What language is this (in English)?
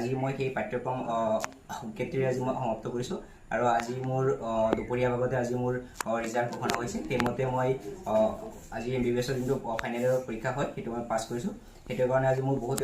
Assamese